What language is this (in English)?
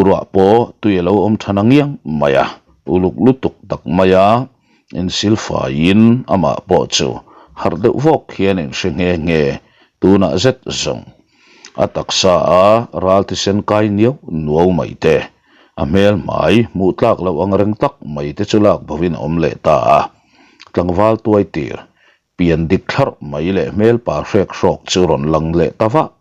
Mizo